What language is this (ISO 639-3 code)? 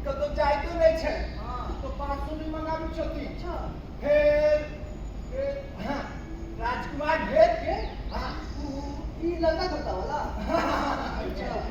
mai